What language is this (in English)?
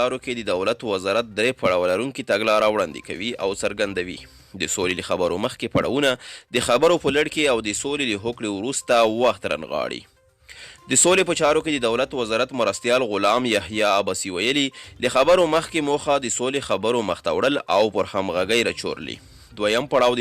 Pashto